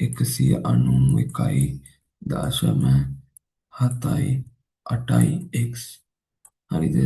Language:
Sinhala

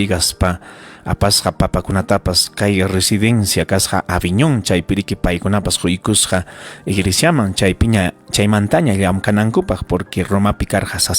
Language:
Ayacucho Quechua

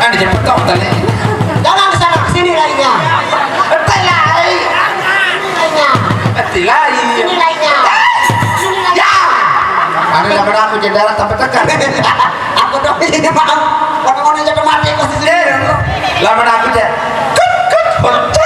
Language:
Sasak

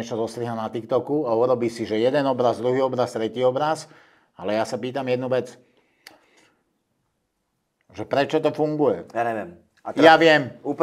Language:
Slovak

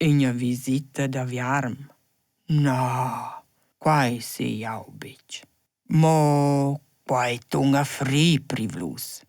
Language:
Romansh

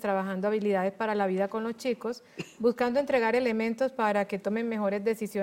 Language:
Spanish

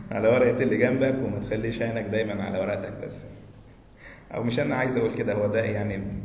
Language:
Egyptian Arabic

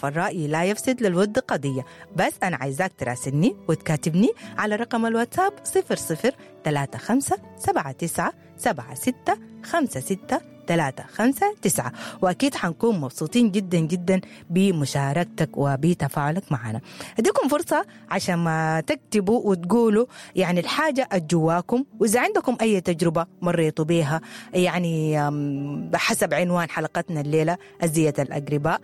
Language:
Sudanese Arabic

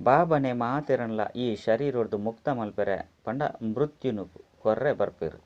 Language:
Tulu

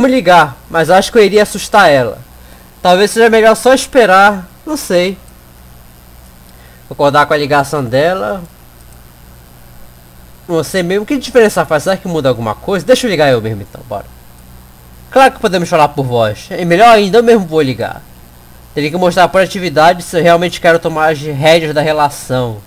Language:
Portuguese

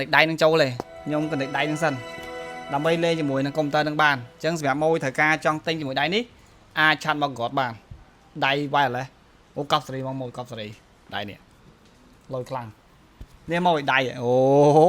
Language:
Khmer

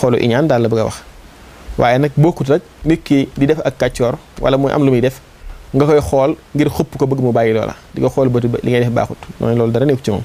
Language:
Wolof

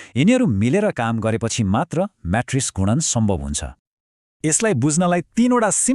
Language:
Nepali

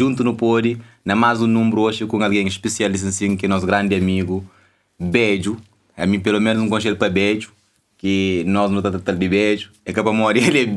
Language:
Kabuverdianu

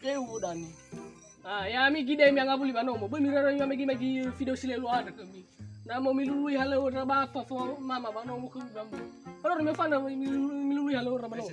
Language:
Nias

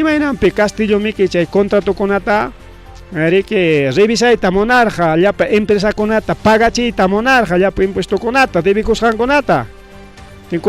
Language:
Ayacucho Quechua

